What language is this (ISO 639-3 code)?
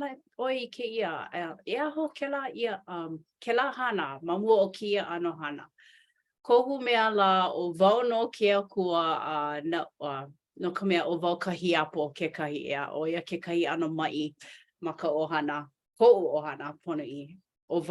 haw